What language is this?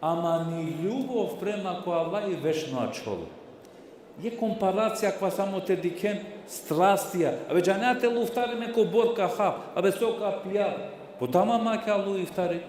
Balkan Romani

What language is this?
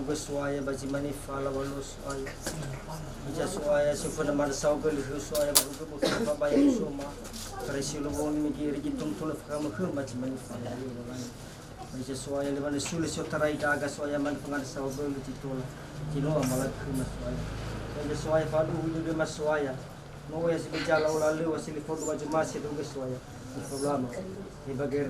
Nias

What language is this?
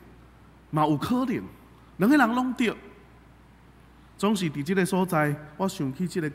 Min Nan Chinese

